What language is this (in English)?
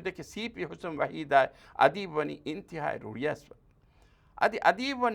Divehi